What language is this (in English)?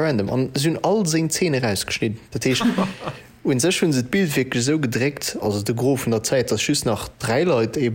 Luxembourgish